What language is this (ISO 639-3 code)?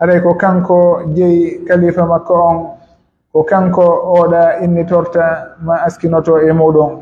fuf